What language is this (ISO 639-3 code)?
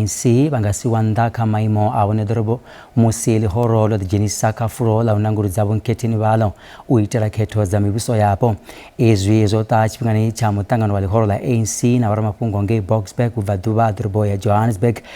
ven